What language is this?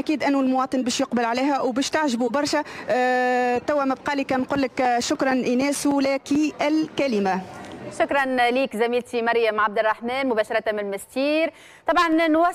Tunisian Arabic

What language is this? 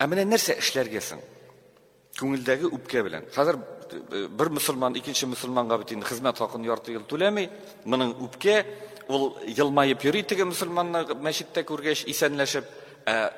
Tatar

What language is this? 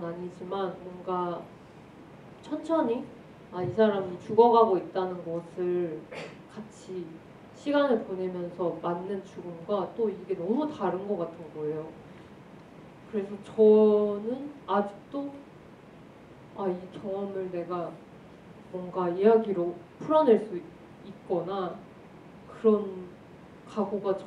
Korean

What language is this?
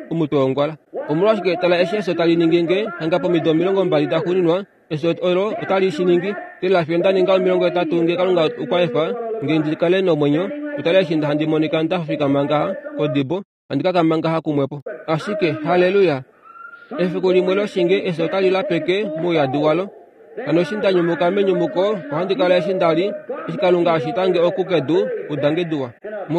Kuanyama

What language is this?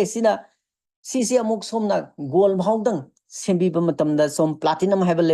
Manipuri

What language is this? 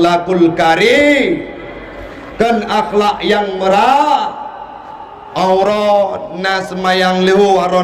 Achinese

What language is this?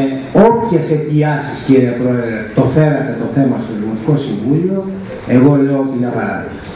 Greek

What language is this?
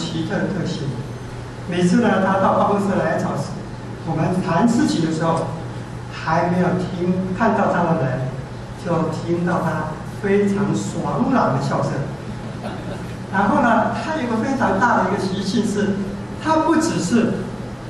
Chinese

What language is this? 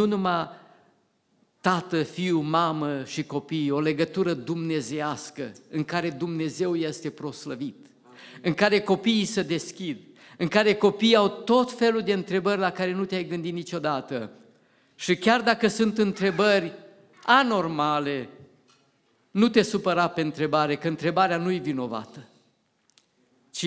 Romanian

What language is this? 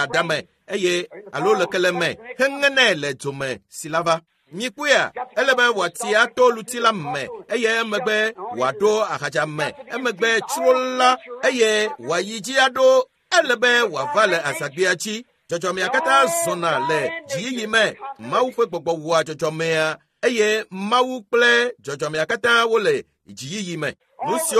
Ewe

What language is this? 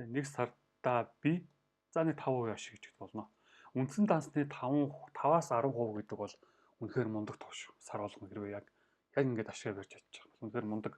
Mongolian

